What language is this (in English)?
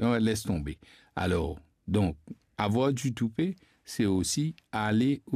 Morisyen